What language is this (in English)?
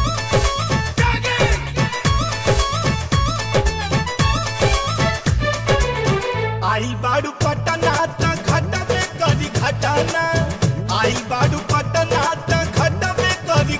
Bhojpuri